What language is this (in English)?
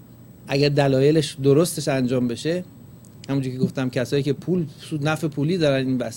Persian